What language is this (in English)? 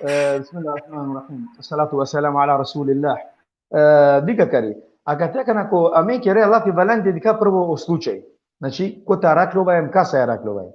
Balkan Romani